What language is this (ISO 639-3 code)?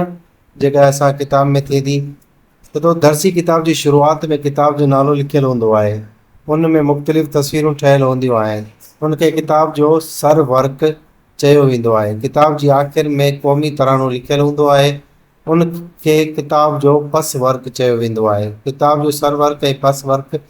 snd